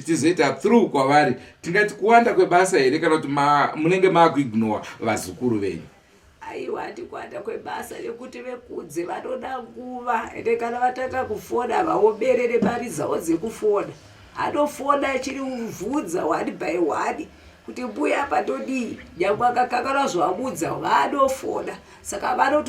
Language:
Shona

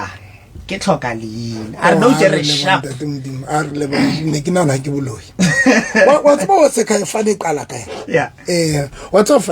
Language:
Southern Sotho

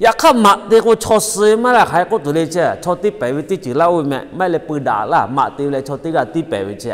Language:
Lahu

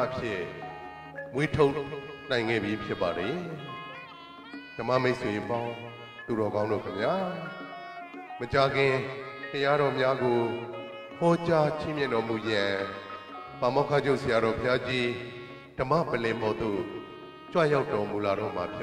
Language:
Burmese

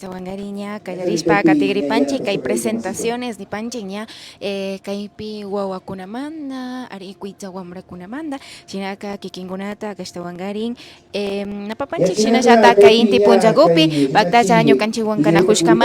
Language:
Imbabura Highland Quichua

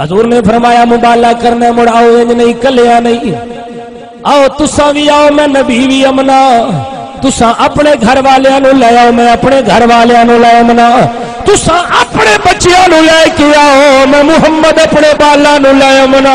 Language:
Saraiki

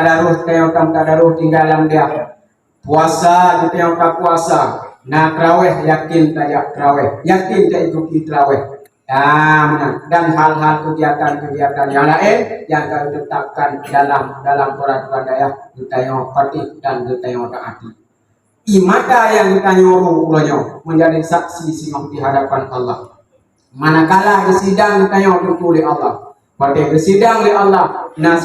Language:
Achinese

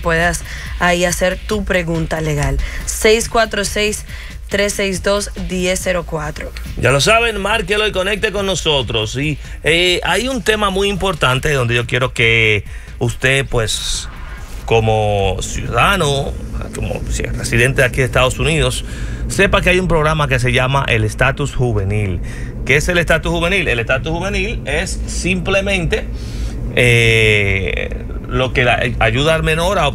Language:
Spanish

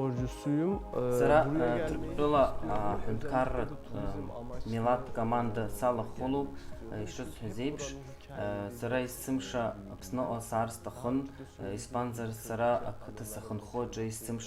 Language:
Abkhazian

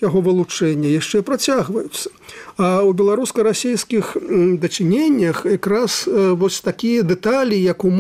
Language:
Belarusian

